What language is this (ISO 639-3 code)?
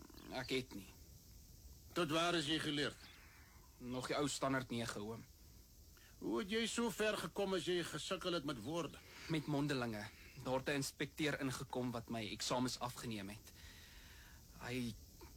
afr